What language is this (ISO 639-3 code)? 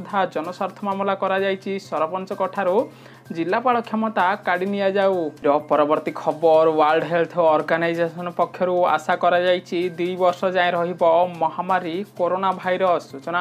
ori